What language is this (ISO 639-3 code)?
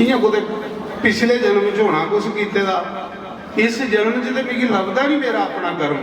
doi